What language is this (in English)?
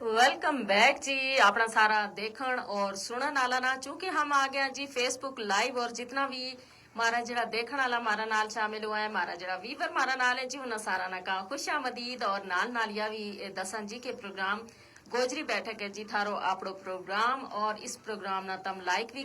Gujari